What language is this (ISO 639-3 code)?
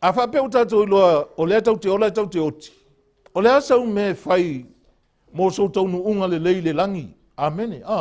smo